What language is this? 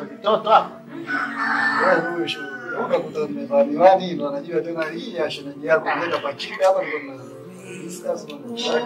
Swahili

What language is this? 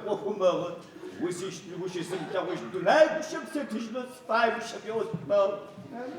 Adyghe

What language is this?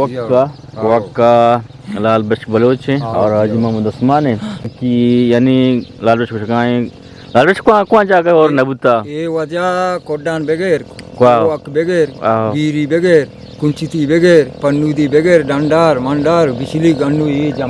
Eastern Balochi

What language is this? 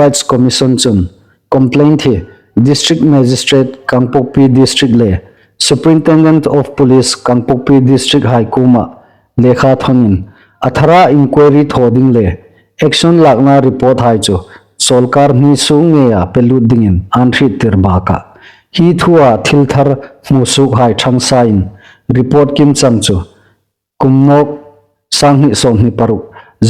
Hmar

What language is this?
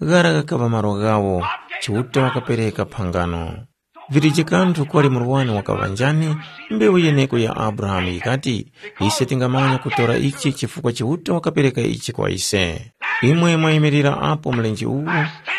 Tumbuka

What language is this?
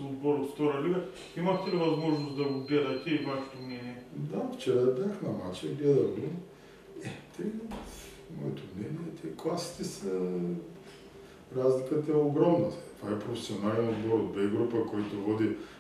Bulgarian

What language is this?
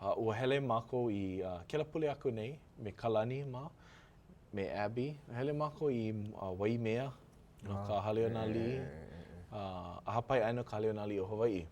Hawaiian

